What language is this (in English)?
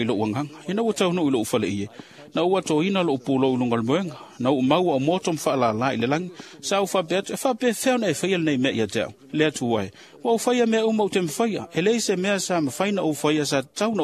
Samoan